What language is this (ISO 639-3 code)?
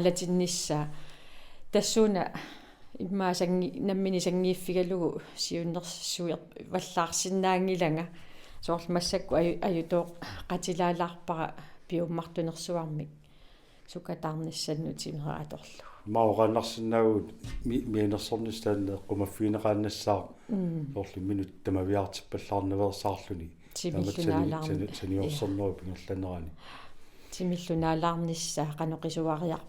kal